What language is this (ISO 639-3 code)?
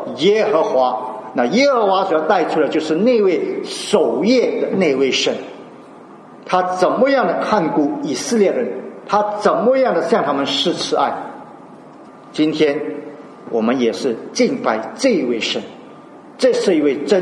zho